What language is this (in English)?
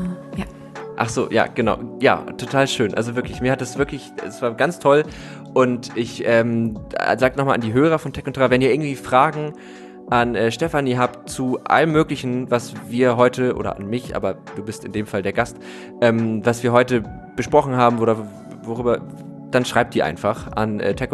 German